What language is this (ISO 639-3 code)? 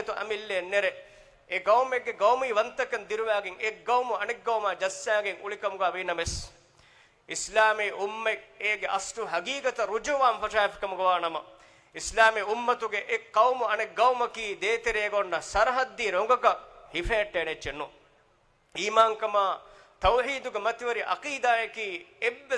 div